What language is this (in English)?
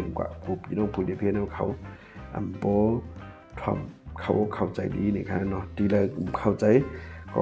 Shan